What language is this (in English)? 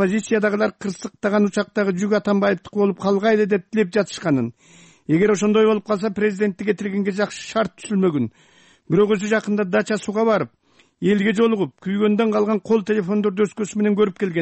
Kyrgyz